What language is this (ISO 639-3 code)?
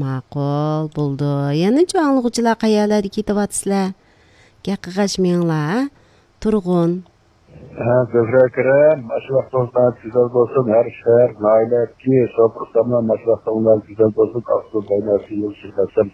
uig